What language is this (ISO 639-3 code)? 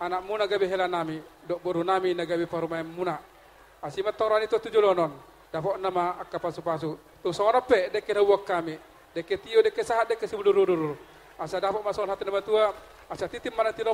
bbc